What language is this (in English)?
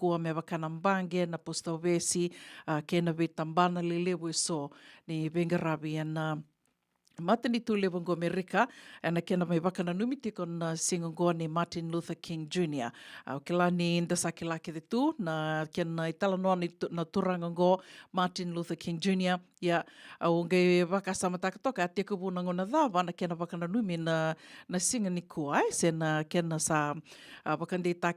Fijian